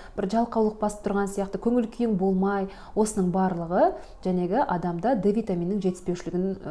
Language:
Kazakh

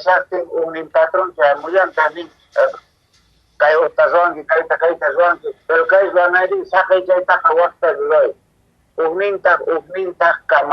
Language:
Quechua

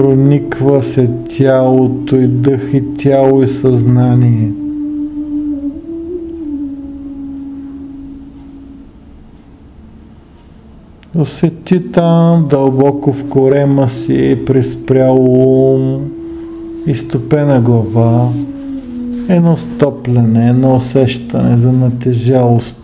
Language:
Bulgarian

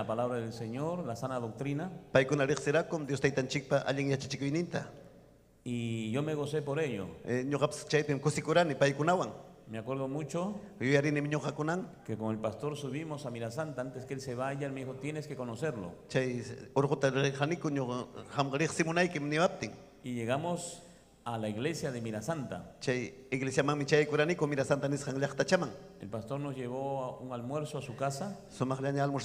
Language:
Ayacucho Quechua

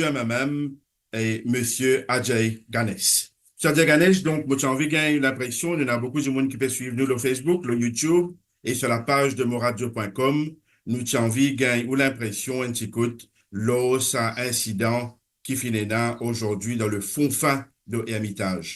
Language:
Morisyen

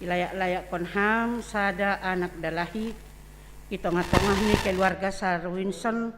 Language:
Batak Simalungun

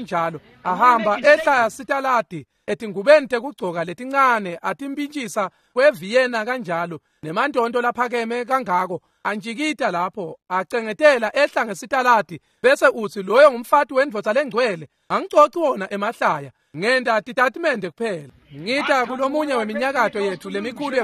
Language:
Swati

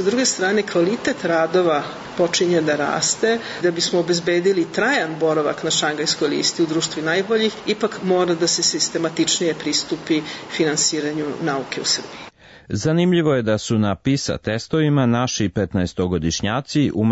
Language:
Serbian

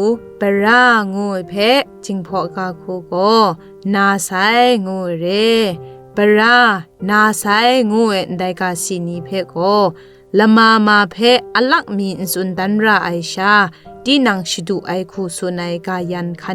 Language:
Zaiwa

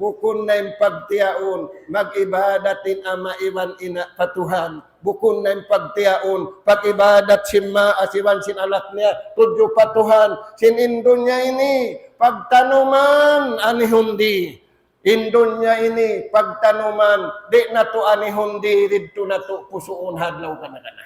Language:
Tausug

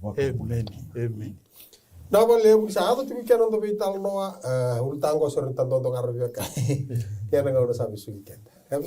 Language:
Fijian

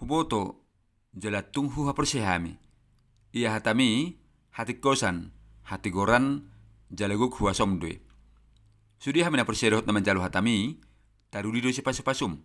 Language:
Batak Toba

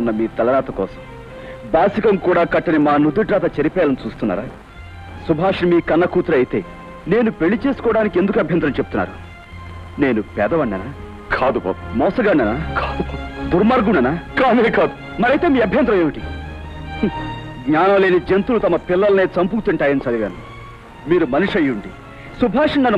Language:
Telugu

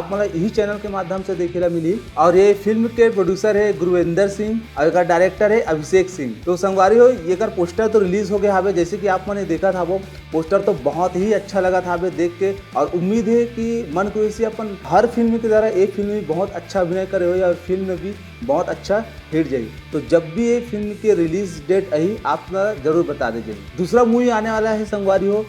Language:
Chhattisgarhi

